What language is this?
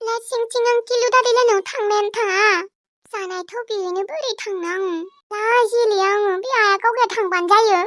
Bodo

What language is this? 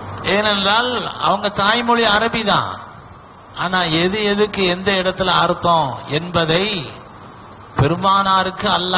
Tamil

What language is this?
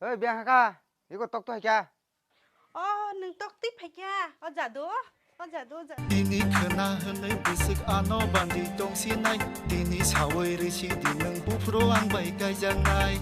Kok Borok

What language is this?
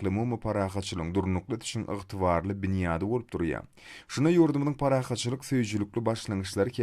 Turkmen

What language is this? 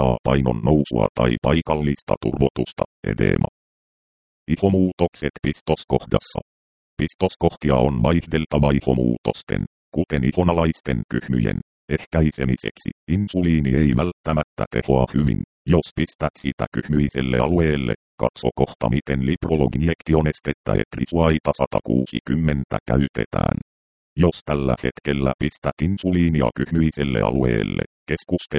Finnish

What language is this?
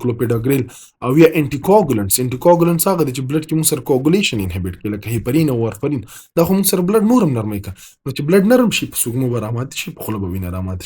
Pashto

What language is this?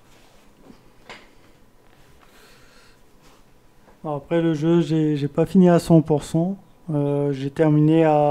French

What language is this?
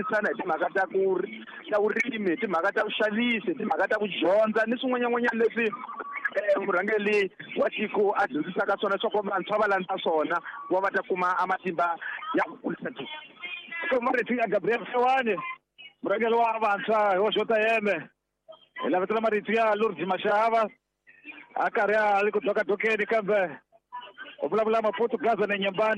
Tsonga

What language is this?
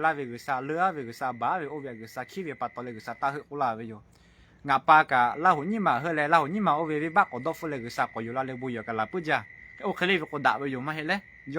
Lahu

